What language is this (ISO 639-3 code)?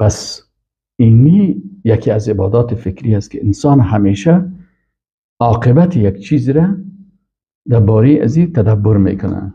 fas